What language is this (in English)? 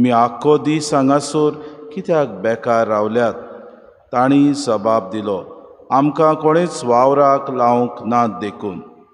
Konkani